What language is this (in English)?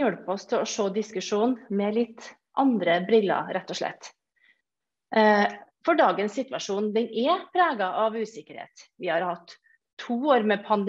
Norwegian